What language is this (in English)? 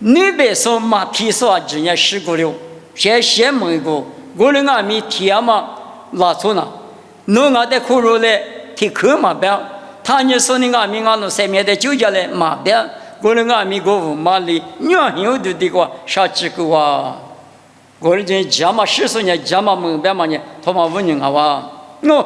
Lisu